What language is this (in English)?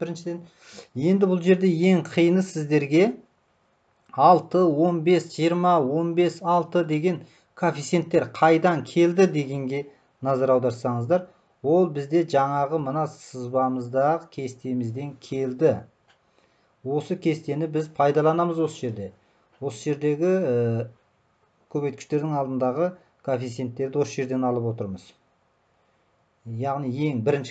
Kazakh